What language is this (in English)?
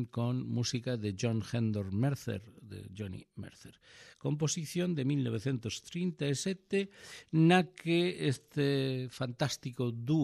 Galician